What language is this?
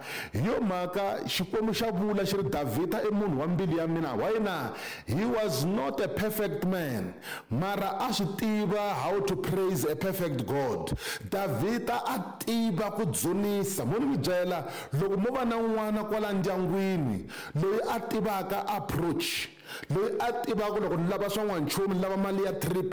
Tsonga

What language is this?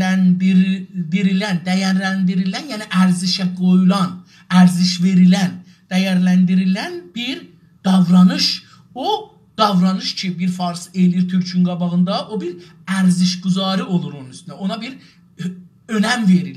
South Azerbaijani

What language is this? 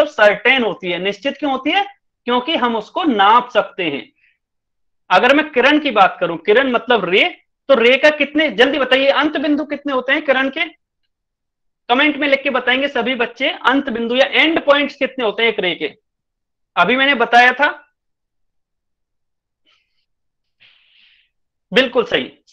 Hindi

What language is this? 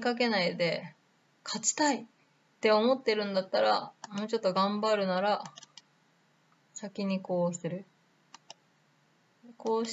Japanese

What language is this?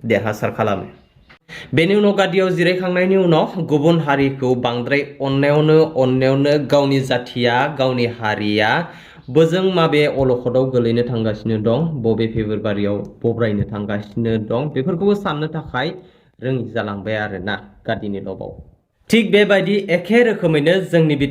Bodo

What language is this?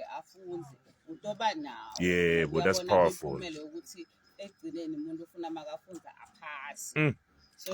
Zulu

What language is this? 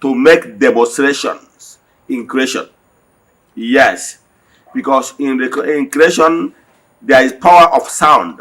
Igbo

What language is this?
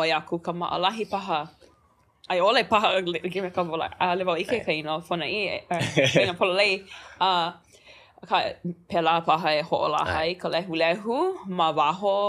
Hawaiian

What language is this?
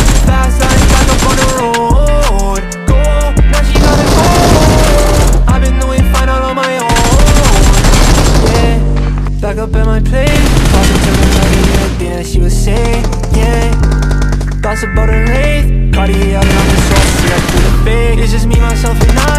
English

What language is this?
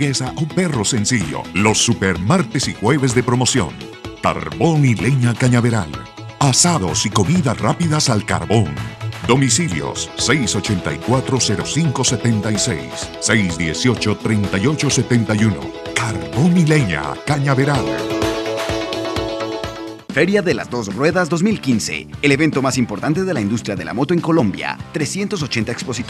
Spanish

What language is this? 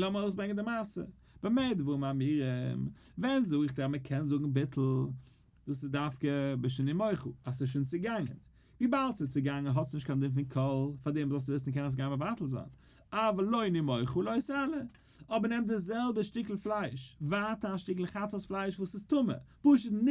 Yiddish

